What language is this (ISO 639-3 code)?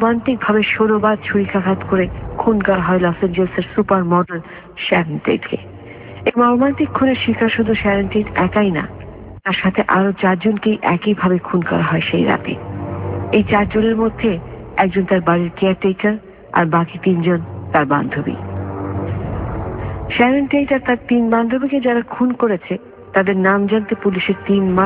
ben